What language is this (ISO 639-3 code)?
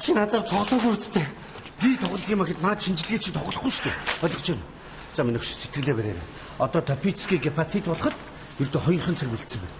mon